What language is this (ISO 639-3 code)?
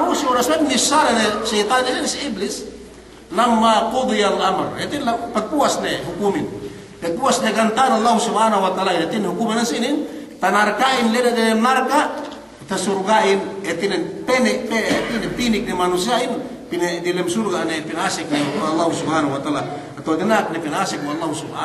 yka